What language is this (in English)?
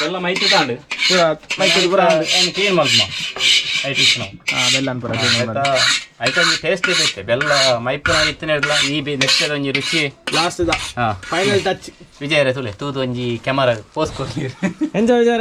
Tulu